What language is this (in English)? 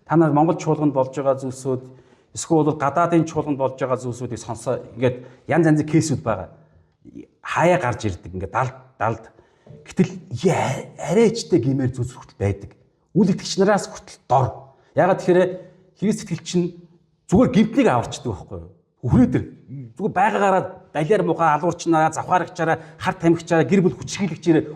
Mongolian